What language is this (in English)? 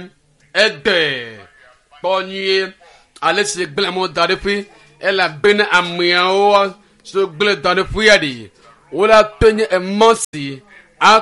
Ewe